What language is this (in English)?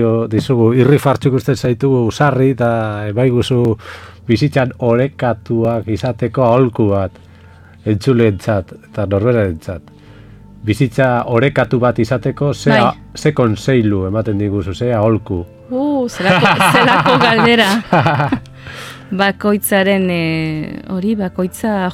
Basque